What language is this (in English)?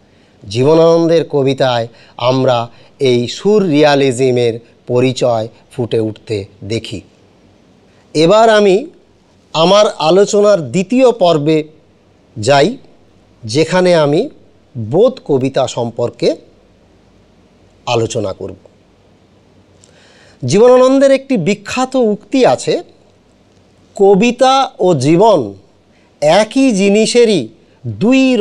Bangla